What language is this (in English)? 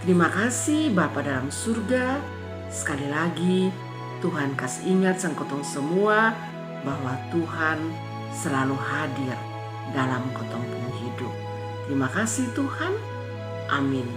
Kupang Malay